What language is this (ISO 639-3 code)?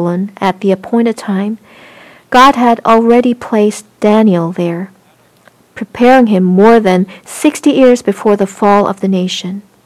eng